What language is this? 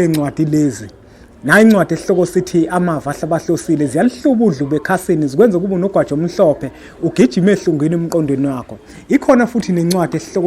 Zulu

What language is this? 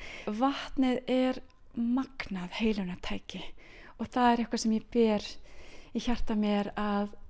Icelandic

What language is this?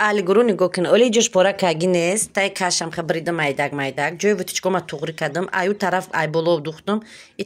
Tajik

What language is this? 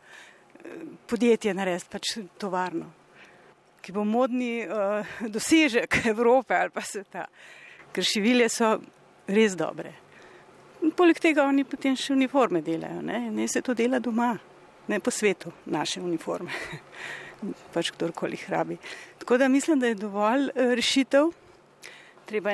Slovenian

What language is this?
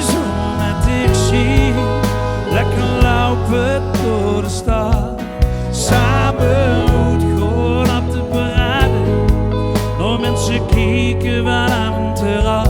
Limburgish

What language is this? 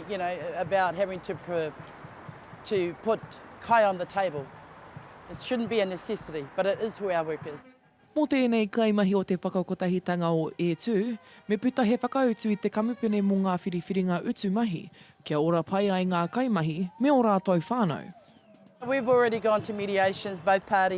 Māori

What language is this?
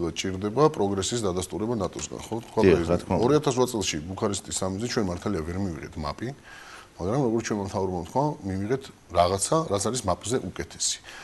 Georgian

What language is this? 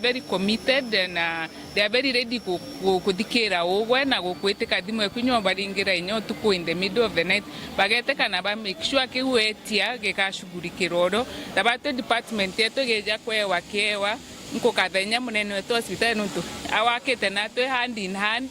Meru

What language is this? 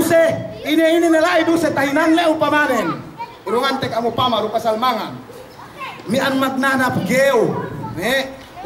Yakan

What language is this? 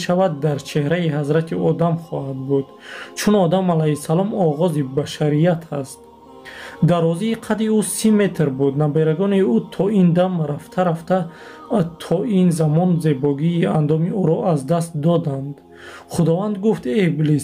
Tajik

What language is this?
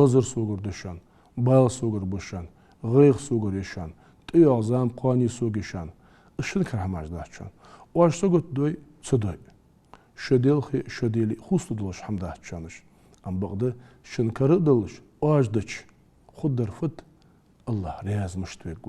Ingush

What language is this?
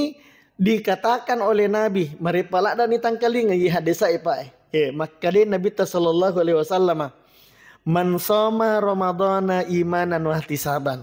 Buginese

